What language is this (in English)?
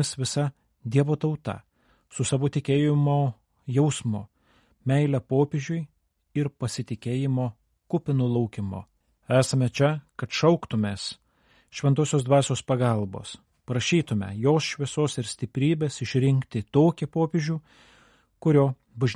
Lithuanian